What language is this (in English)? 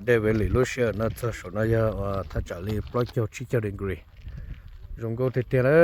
Hmong